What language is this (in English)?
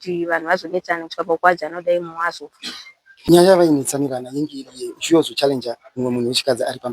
Shona